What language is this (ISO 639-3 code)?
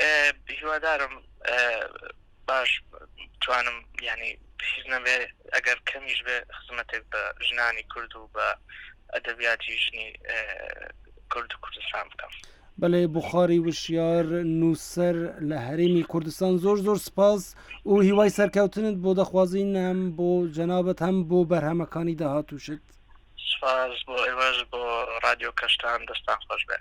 ckb